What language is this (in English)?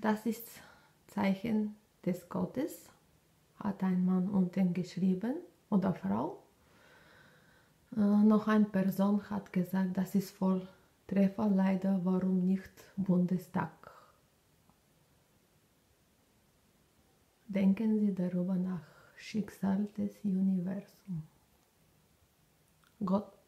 German